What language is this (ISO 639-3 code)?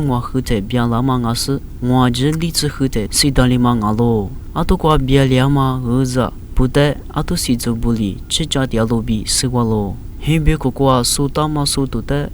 lis